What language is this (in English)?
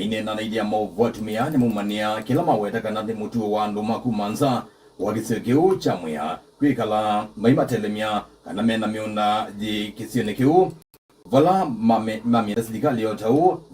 Kamba